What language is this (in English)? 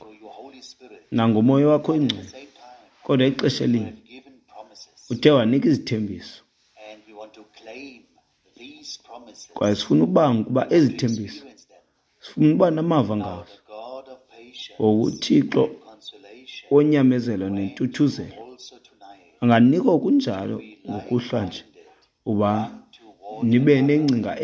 Xhosa